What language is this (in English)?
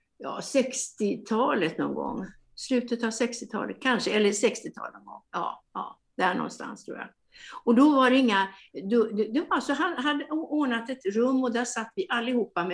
Swedish